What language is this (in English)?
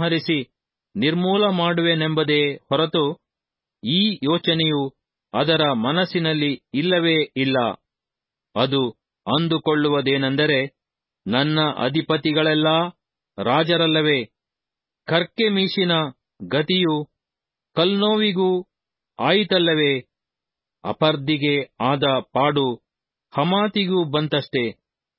Kannada